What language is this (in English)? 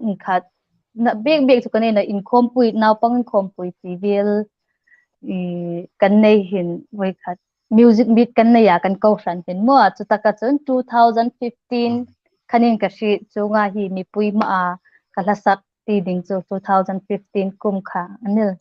Hmar